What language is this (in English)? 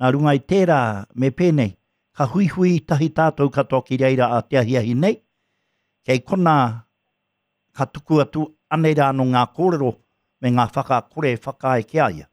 Māori